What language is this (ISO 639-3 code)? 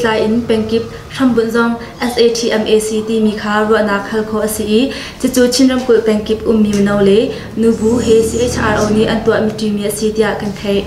cnh